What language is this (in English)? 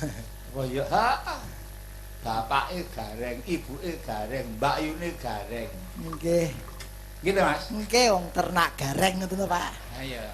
Javanese